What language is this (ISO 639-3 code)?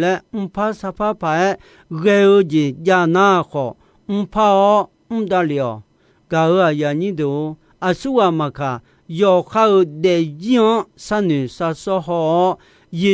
ahk